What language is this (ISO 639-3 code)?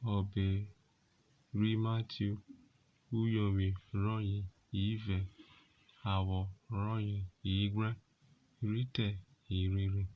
urh